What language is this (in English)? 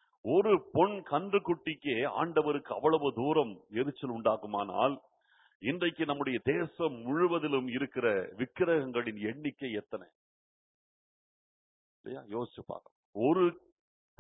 Tamil